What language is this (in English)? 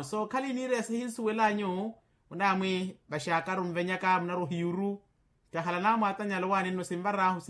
Makhuwa